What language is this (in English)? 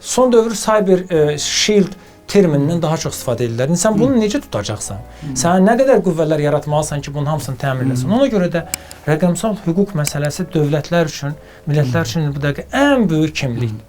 Azerbaijani